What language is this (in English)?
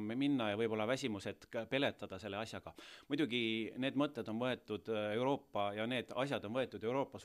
Estonian